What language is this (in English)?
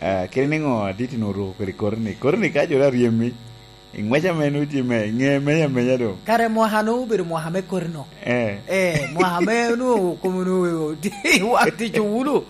Lango (Uganda)